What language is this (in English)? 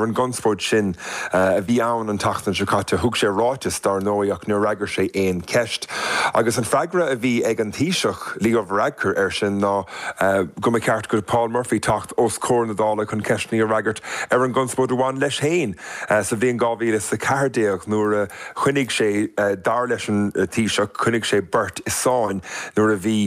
Irish